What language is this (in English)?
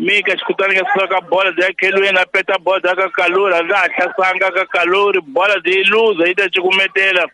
Tsonga